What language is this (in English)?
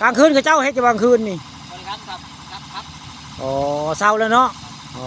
Northeastern Thai